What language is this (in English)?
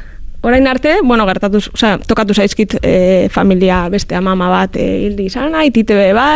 Basque